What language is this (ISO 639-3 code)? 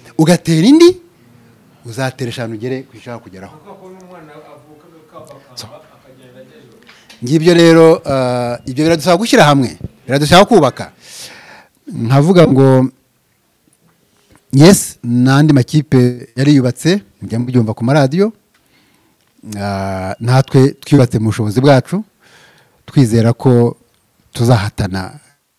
kin